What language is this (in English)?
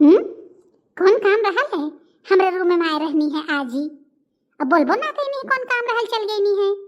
Bhojpuri